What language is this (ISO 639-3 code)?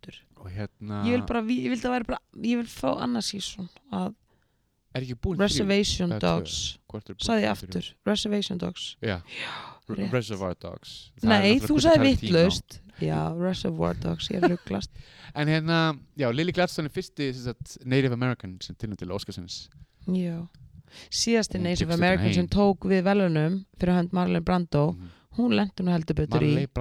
isl